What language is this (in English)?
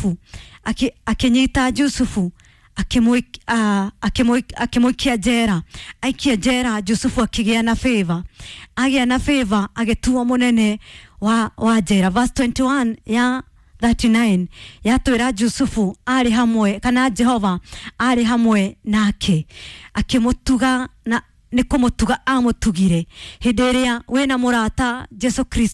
Kikuyu